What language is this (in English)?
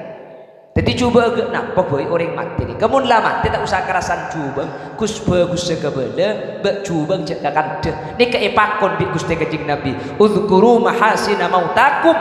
Madurese